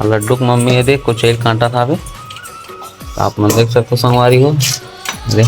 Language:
Chhattisgarhi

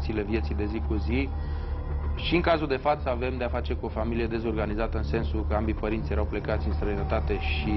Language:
Romanian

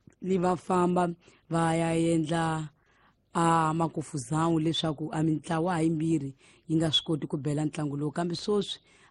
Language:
Tsonga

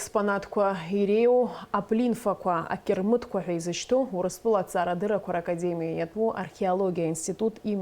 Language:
Abkhazian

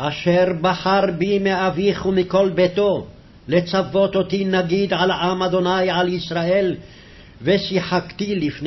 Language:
Hebrew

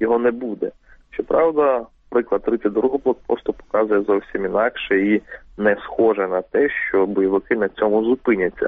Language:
Ukrainian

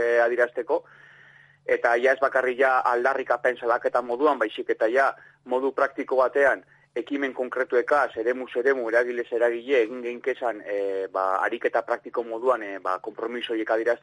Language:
Basque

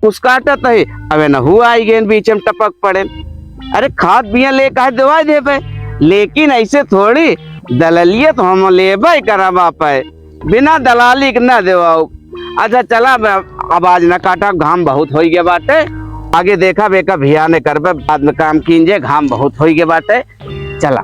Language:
Awadhi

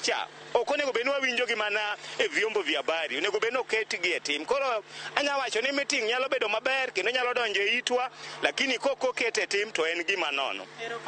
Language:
Luo (Kenya and Tanzania)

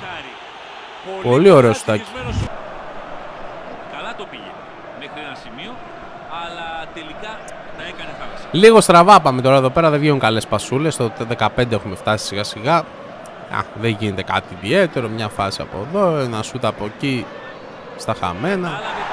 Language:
Greek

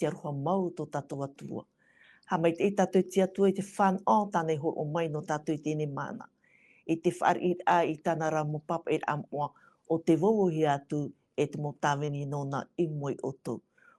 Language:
Tahitian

